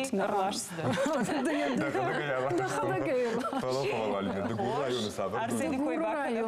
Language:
Ossetic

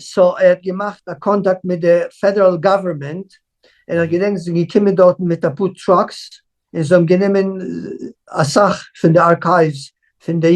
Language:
Yiddish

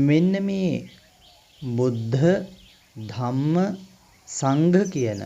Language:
Sinhala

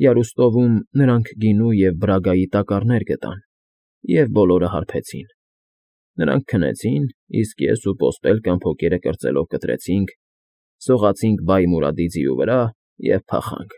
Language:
Armenian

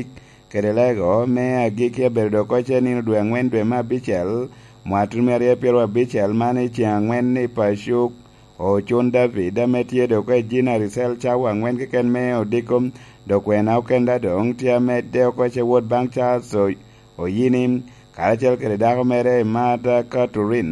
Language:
Lango (Uganda)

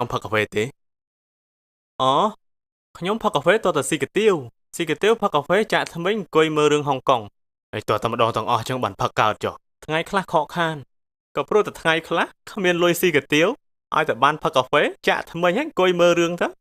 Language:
Khmer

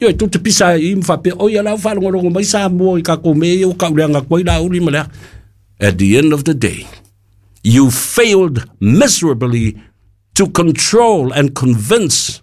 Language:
Samoan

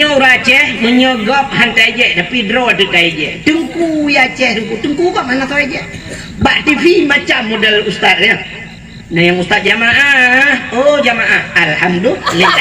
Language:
Achinese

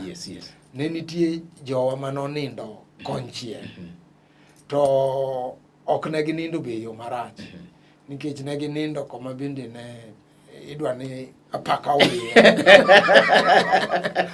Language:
Luo (Kenya and Tanzania)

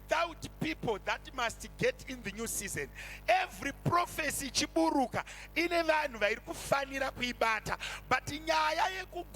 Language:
Shona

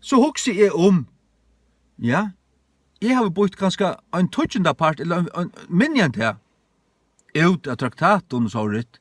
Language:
Faroese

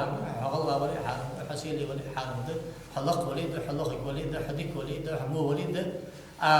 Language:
Ingush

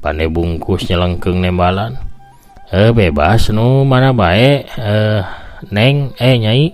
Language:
Sundanese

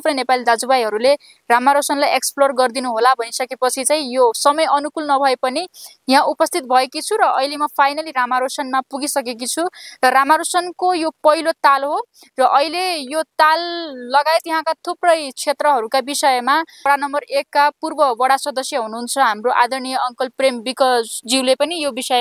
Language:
Nepali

